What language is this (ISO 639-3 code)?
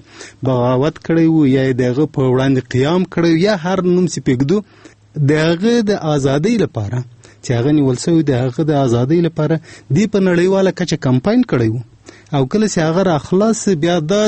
pus